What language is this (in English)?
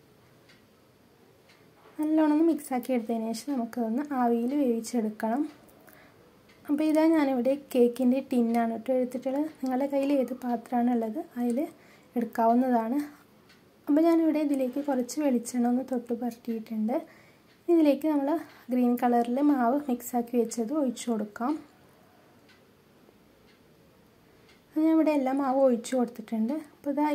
Malayalam